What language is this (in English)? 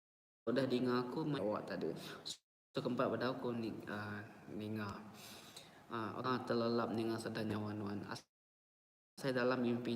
Iban